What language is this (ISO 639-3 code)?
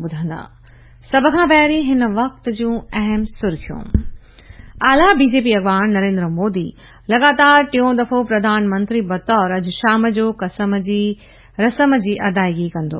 snd